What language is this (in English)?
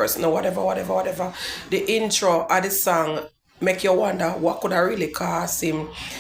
Jamaican Creole English